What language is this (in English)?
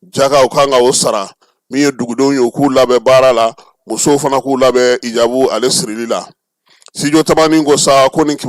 Bambara